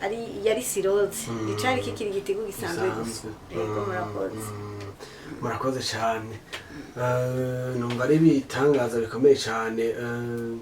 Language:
Rundi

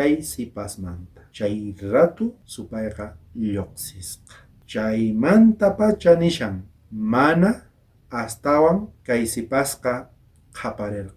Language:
South Bolivian Quechua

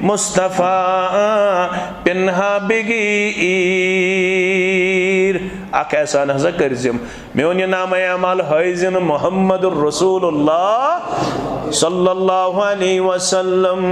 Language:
Kashmiri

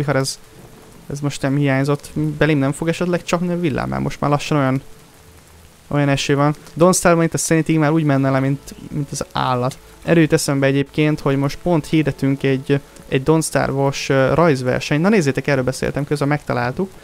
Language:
Hungarian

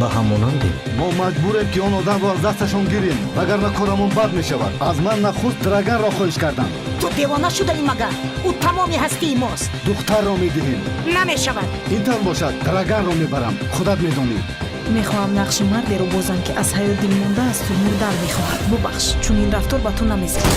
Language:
Tajik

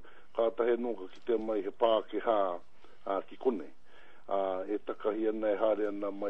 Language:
Māori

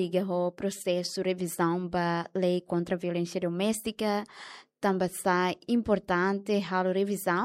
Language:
Tetum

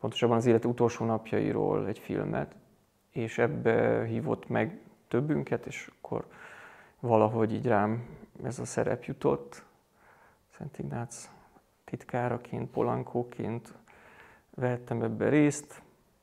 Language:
Hungarian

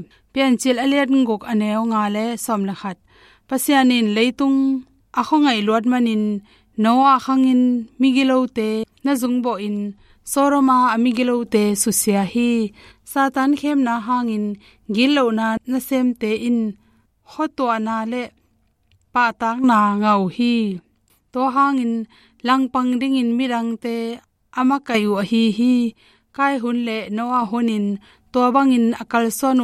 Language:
Tedim Chin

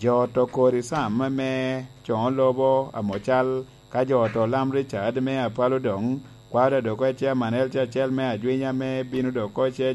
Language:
Lango (Uganda)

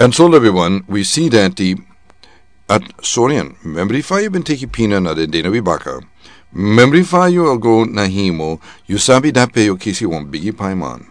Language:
Sranan Tongo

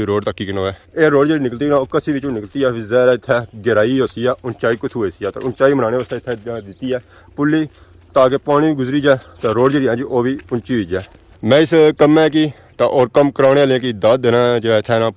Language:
Pahari-Potwari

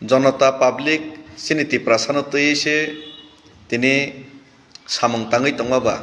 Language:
Kok Borok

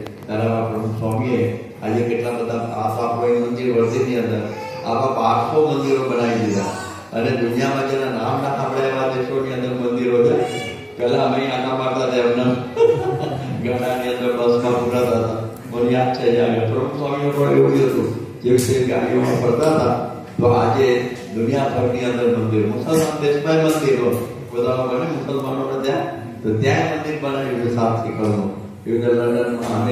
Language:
Gujarati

